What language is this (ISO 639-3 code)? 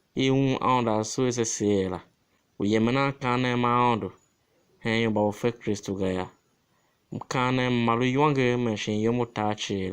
tiv